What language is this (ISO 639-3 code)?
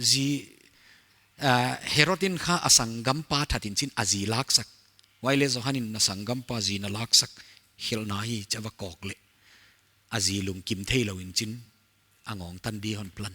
pck